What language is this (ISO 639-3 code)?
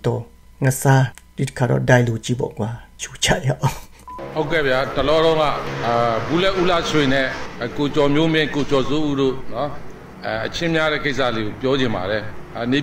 mya